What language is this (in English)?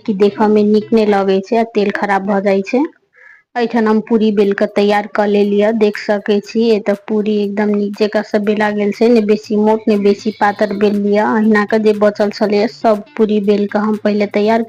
Maithili